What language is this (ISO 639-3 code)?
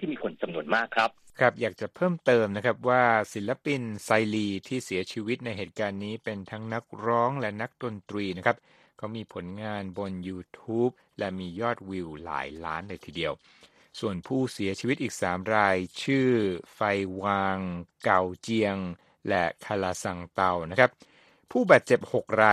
tha